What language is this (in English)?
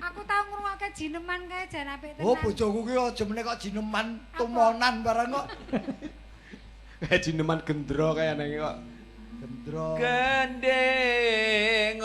Javanese